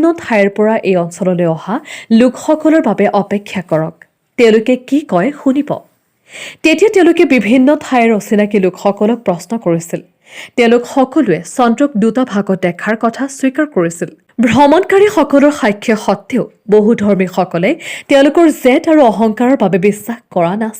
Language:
Assamese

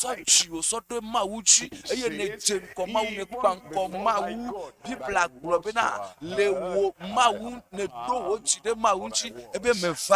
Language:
Ewe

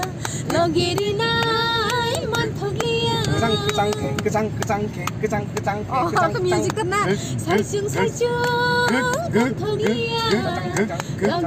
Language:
Kok Borok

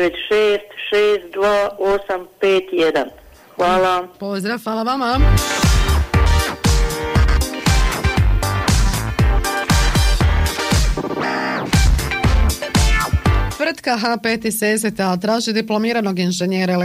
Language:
Croatian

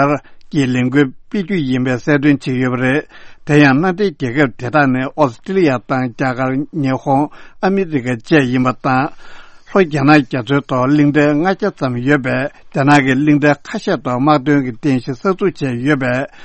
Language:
Tibetan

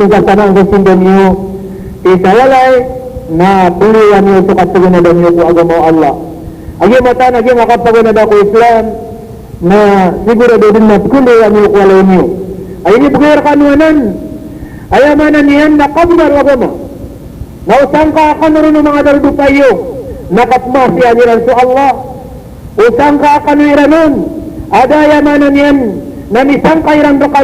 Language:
Maranao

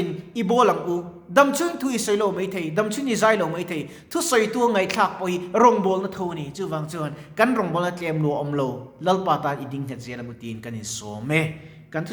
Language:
Mizo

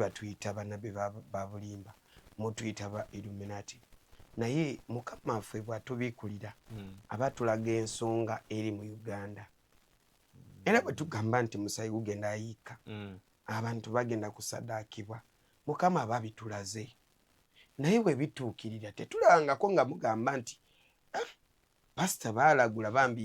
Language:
Ganda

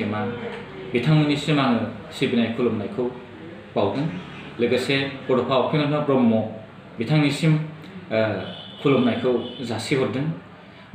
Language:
Bodo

